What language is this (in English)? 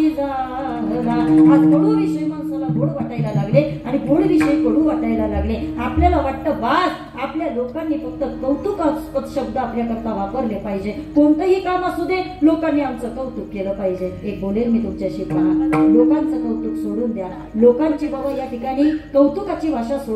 Marathi